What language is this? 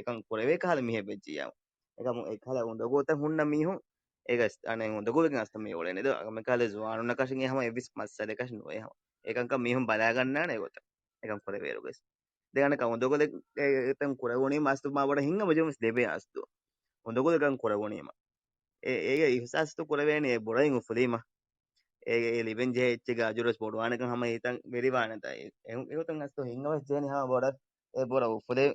Divehi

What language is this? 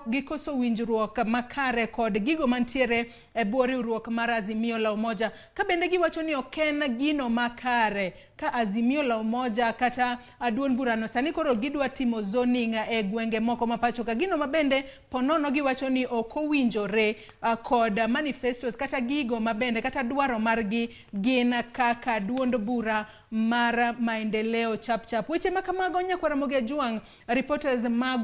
Luo (Kenya and Tanzania)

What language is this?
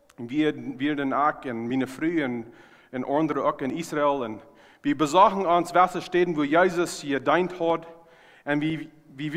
Plautdietsch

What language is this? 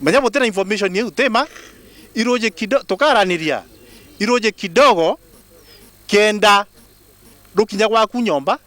Meru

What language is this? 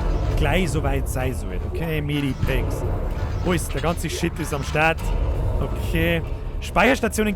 Bavarian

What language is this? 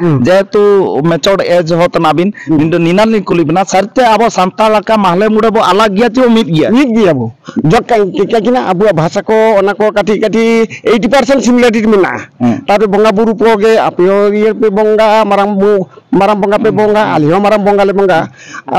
Santali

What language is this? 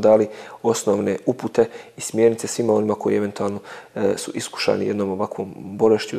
Bosnian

